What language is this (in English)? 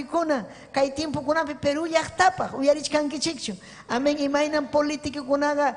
Ayacucho Quechua